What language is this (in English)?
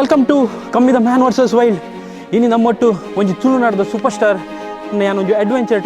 Tulu